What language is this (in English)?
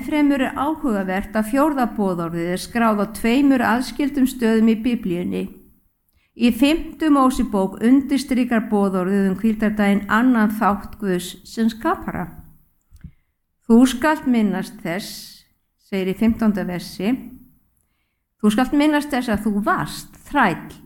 Icelandic